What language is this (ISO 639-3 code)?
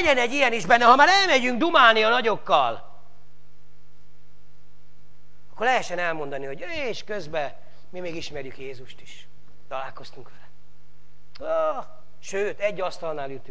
hun